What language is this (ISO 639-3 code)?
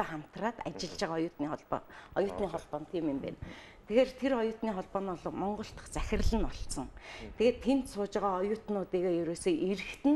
mon